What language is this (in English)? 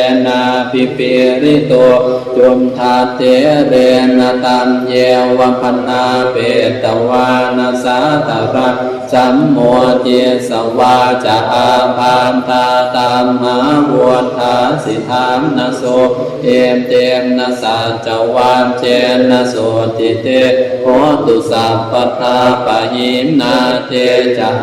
Pali